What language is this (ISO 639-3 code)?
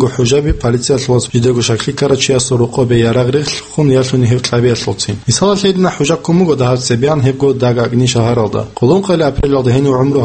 ava